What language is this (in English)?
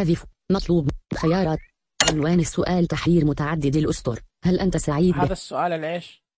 Najdi Arabic